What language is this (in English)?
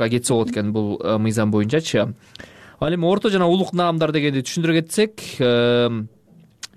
Kyrgyz